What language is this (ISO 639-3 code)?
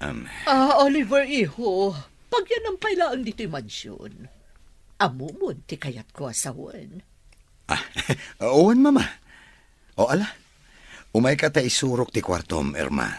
ilo